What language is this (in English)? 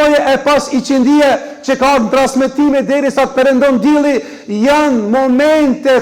Albanian